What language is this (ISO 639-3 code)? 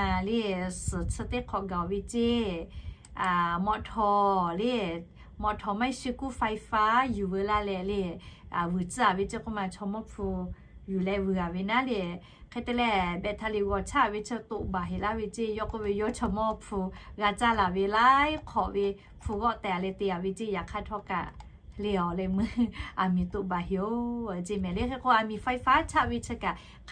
lhu